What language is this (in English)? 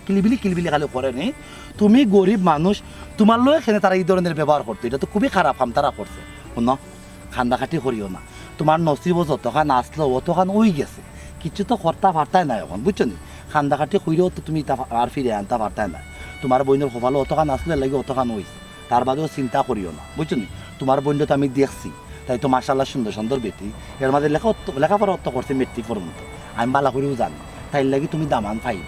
Sylheti